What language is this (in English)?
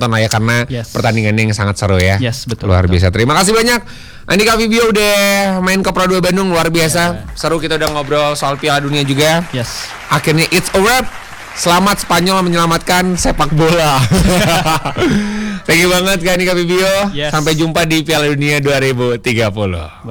Indonesian